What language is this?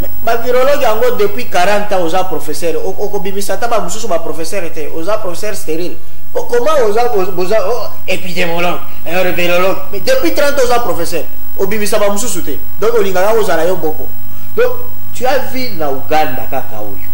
Lingala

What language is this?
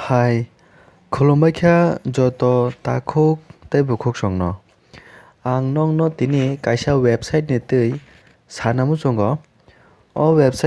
Kok Borok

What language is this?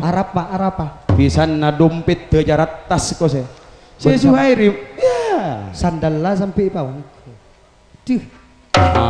Madurese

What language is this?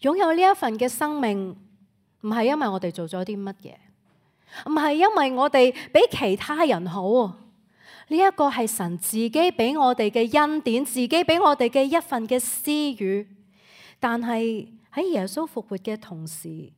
Cantonese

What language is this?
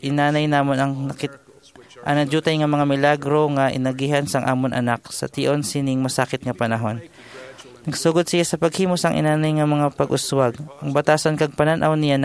Hiligaynon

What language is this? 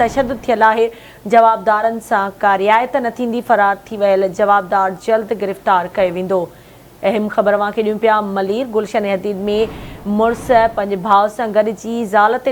Sindhi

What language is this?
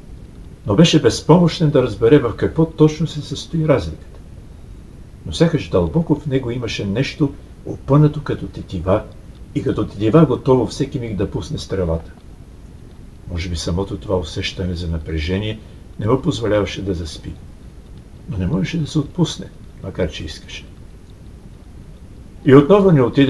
Bulgarian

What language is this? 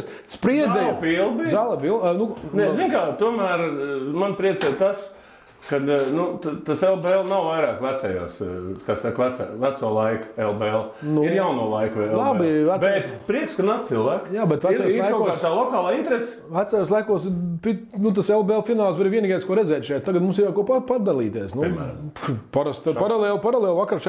Latvian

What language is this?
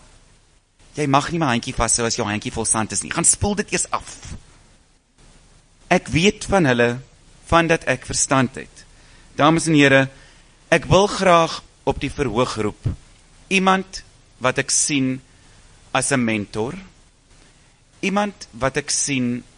Afrikaans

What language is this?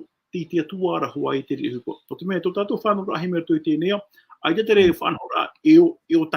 Tahitian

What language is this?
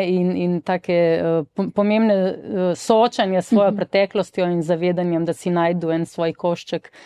Slovenian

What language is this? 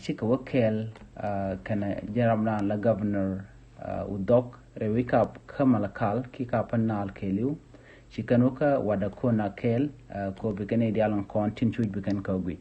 Nuer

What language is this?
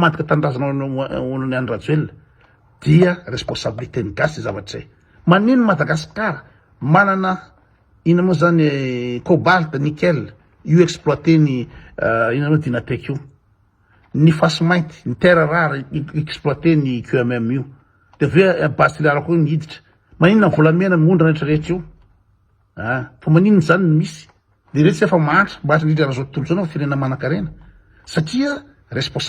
Malagasy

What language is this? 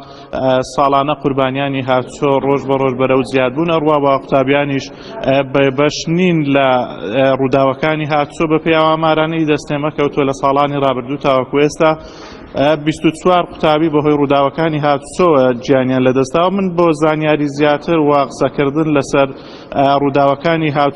Central Kurdish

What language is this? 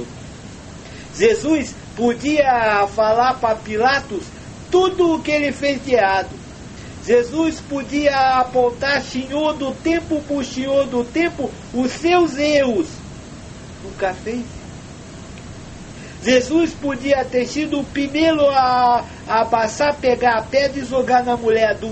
Portuguese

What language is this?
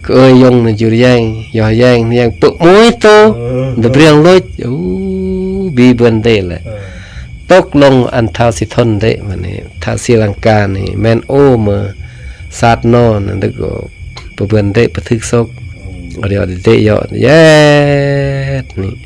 Khmu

